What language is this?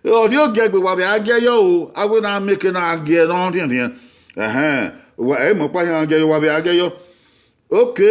Bini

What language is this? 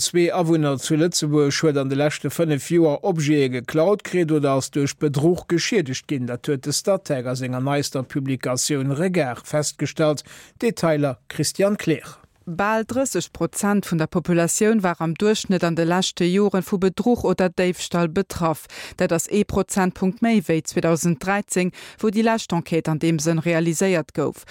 Luxembourgish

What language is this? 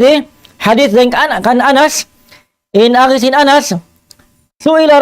Tausug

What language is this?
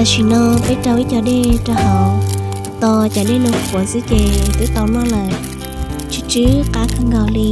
Hmong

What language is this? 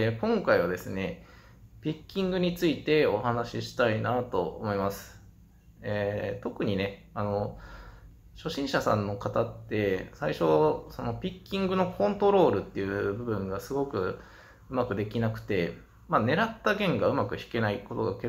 Japanese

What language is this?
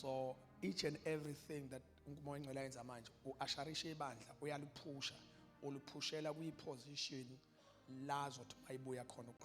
Zulu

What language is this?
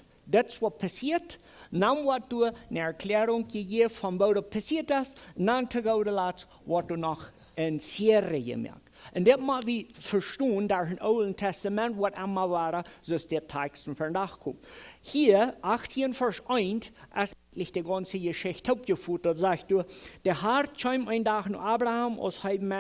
Plautdietsch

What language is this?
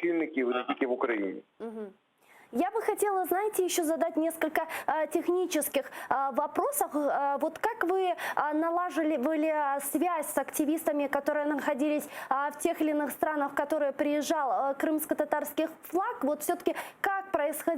Crimean Tatar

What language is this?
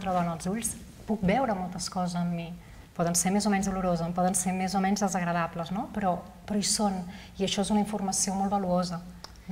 Catalan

